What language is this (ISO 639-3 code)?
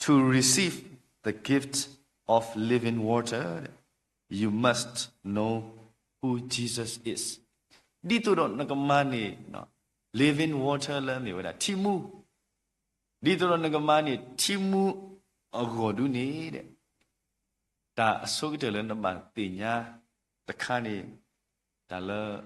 ksw